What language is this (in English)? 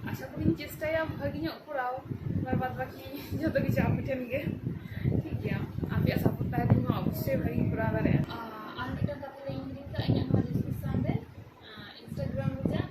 Santali